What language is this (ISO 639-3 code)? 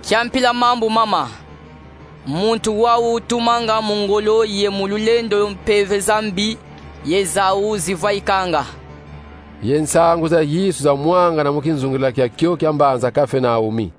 kon